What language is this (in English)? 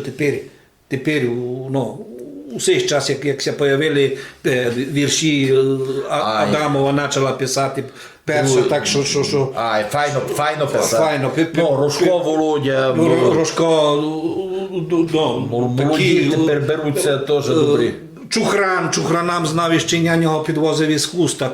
Rusyn